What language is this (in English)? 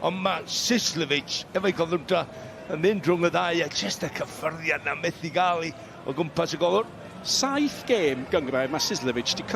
Welsh